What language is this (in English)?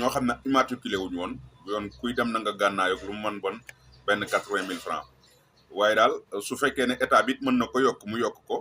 Wolof